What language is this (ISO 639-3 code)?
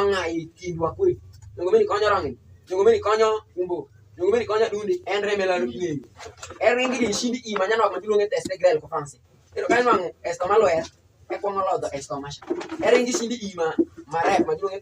alz